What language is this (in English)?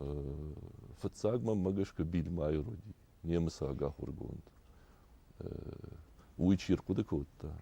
Ossetic